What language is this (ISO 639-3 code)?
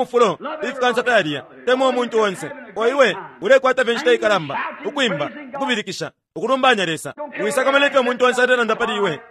bem